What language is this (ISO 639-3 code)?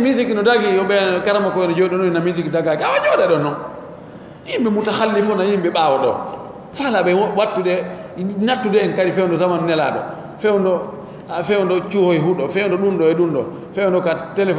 fuf